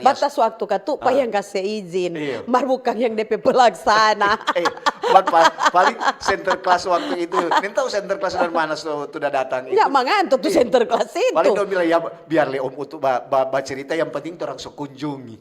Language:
Manado Malay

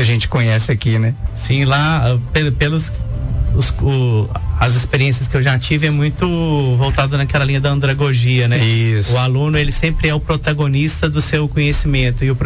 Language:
Portuguese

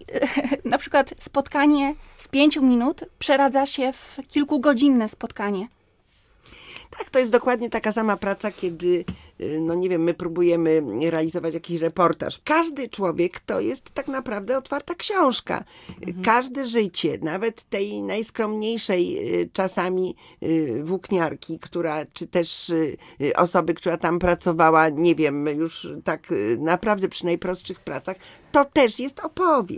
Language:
Polish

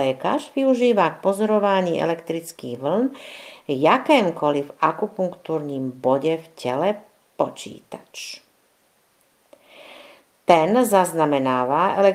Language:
Czech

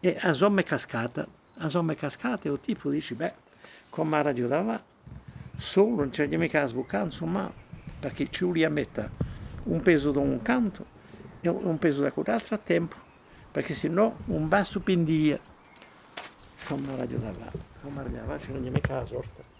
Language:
Corsican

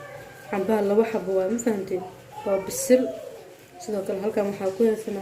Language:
Somali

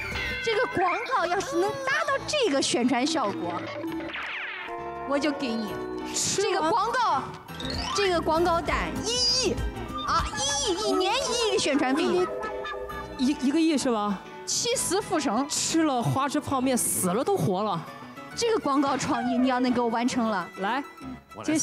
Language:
Chinese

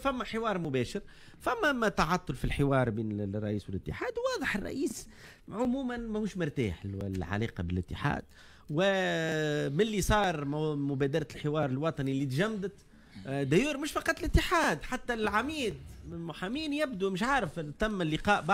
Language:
Tunisian Arabic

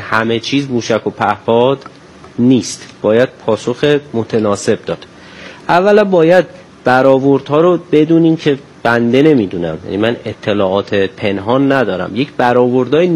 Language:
Persian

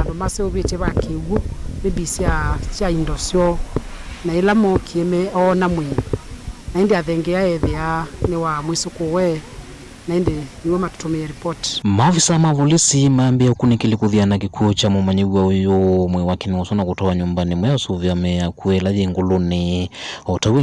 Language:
Kamba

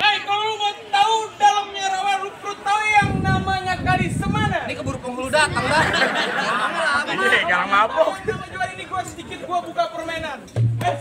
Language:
Betawi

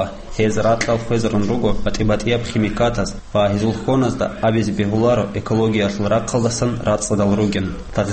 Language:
Avaric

